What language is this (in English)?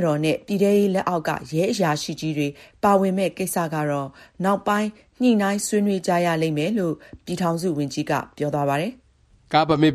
Burmese